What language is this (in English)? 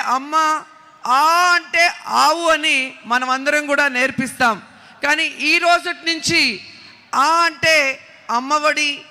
Telugu